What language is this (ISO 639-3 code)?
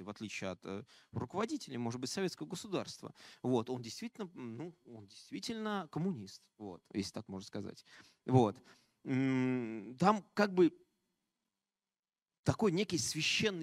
rus